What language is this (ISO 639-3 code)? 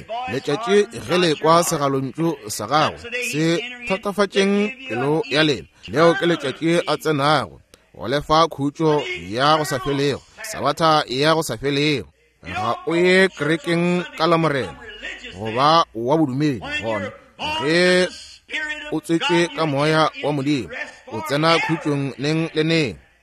nso